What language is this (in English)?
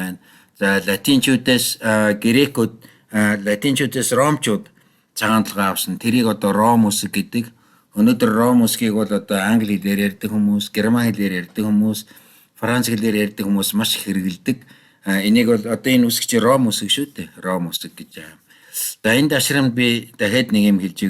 Mongolian